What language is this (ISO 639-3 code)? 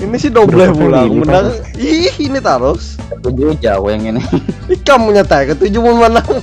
bjn